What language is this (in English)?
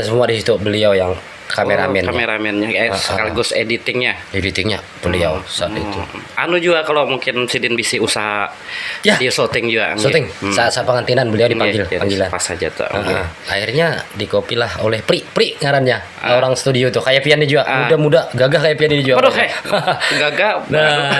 Banjar